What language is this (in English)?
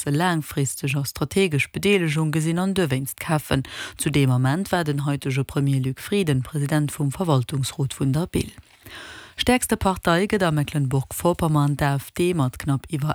Luxembourgish